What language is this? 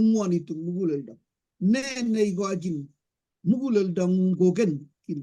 Kalenjin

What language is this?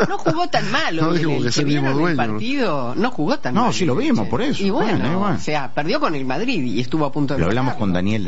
Spanish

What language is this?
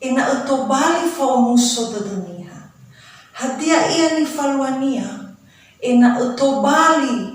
Nias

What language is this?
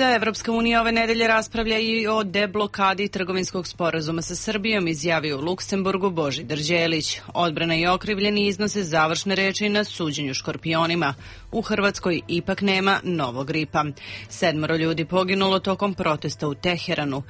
Serbian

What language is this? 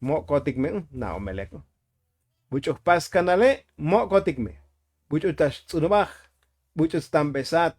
Tzotzil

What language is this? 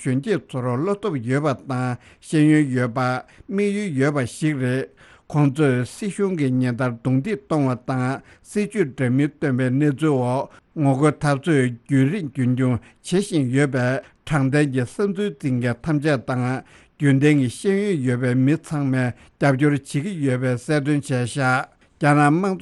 Tibetan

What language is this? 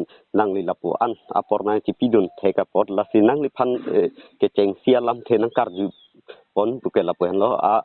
Karbi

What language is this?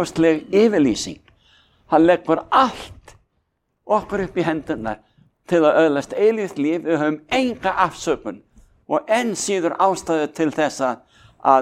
Icelandic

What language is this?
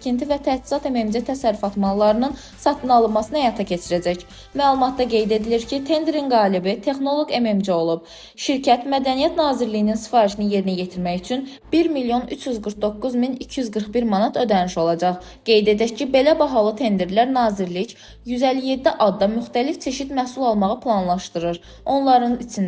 Azerbaijani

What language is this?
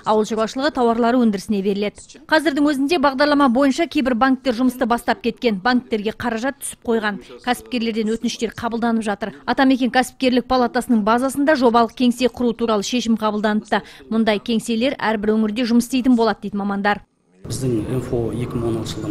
Kazakh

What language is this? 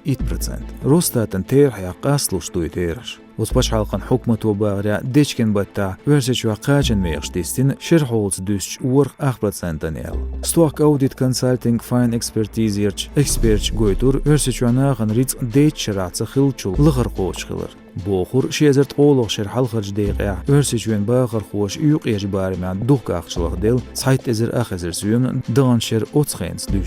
Chechen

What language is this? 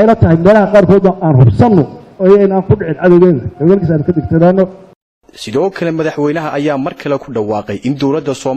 Somali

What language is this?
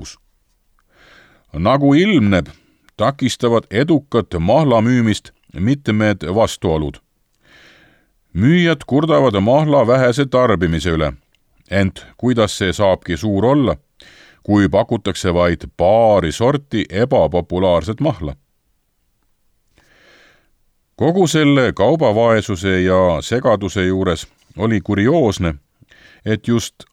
Estonian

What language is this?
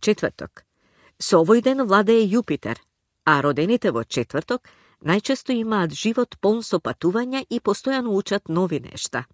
Macedonian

